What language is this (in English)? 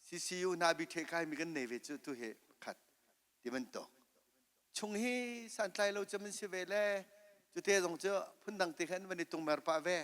Hakha Chin